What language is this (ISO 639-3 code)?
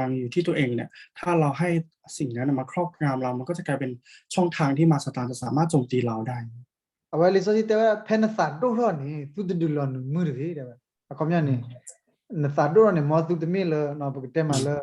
ksw